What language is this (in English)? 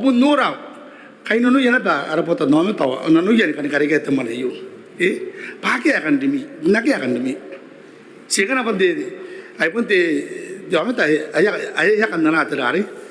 Gilbertese